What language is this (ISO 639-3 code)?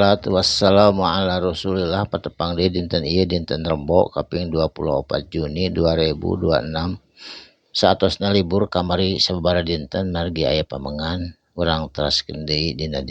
sun